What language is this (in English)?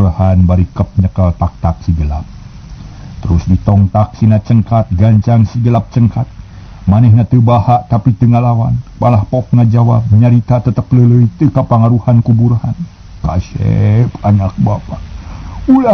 Sundanese